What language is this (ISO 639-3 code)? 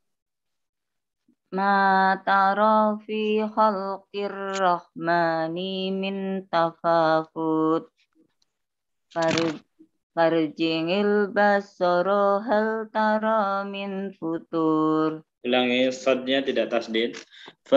ind